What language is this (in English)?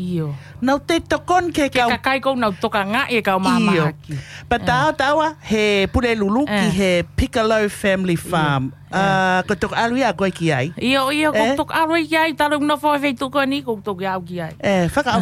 Tongan